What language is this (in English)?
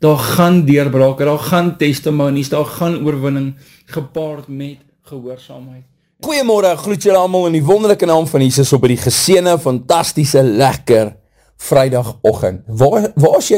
Afrikaans